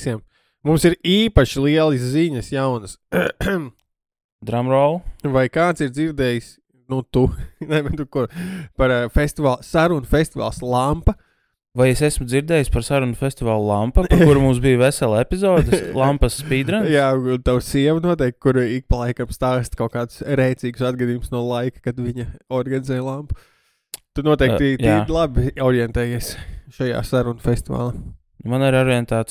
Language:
Latvian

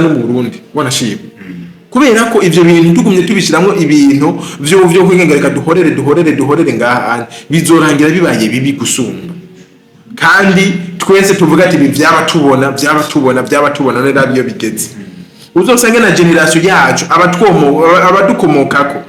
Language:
Rundi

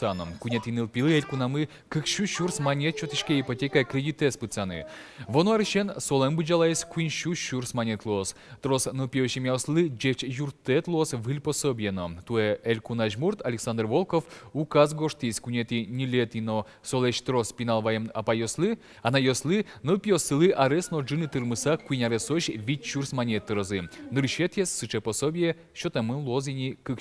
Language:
Udmurt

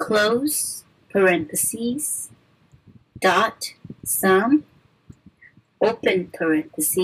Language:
English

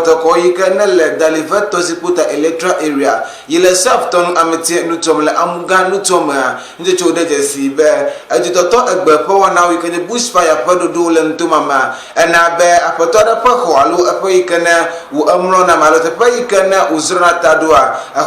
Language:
Ewe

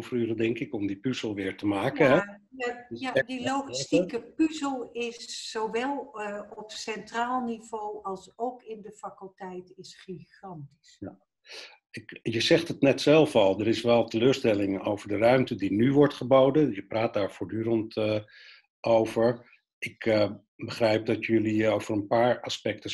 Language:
Dutch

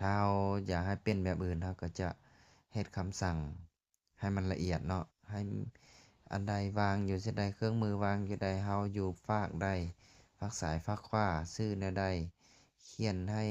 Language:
Lao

